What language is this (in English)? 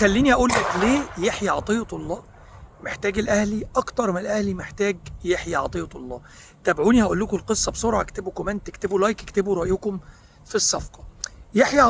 Egyptian Arabic